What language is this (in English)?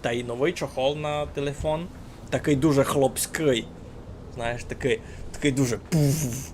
Rusyn